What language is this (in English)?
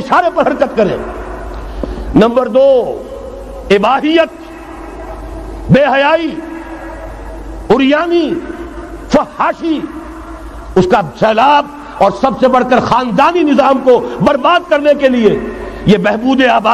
Urdu